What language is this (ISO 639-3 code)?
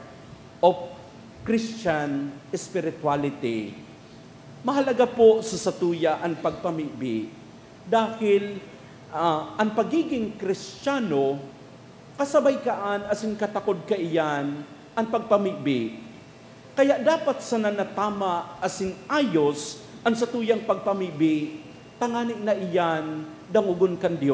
bik